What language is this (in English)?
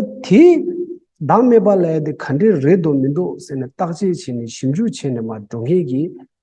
Tibetan